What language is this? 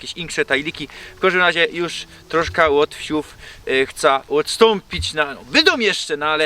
Silesian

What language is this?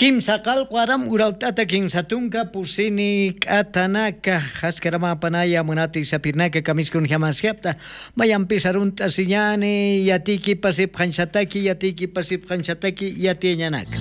South Bolivian Quechua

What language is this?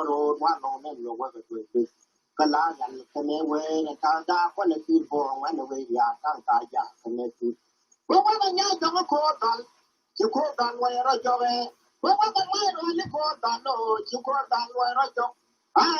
Nuer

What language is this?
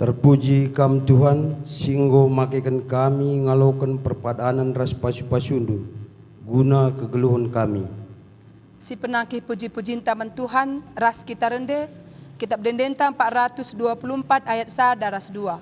Batak Karo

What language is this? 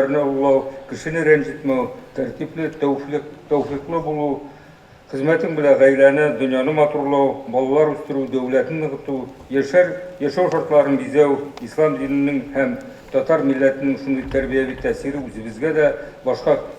Tatar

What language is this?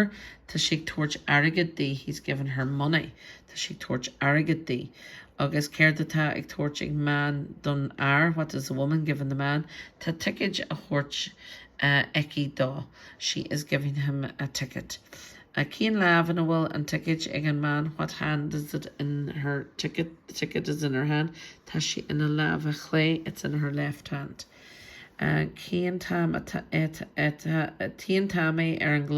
Irish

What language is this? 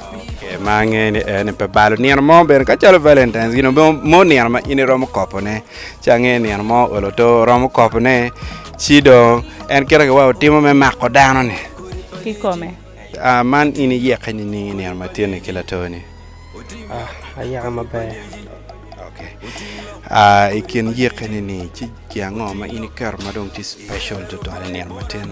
Acoli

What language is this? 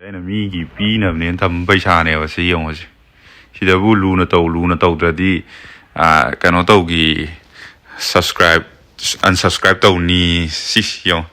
Manipuri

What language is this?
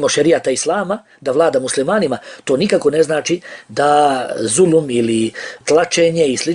Bosnian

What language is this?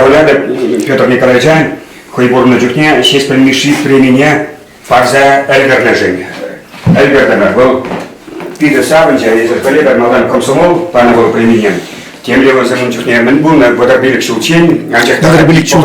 Chuvash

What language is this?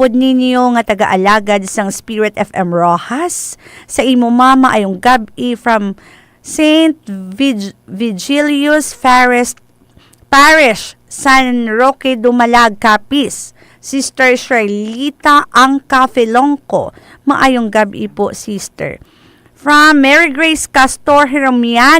Hiligaynon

